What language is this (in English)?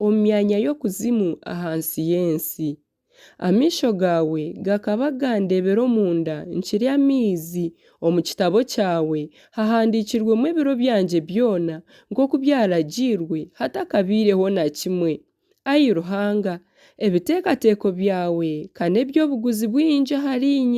Nyankole